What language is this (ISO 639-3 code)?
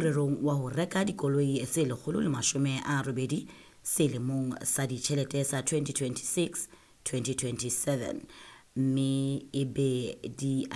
sot